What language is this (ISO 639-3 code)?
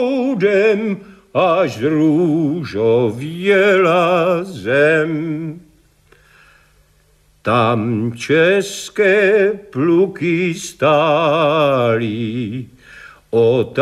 ces